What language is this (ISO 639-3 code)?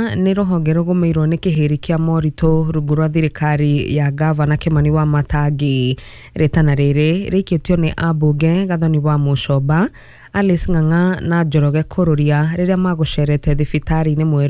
kik